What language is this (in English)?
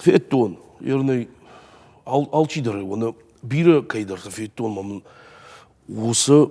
Ossetic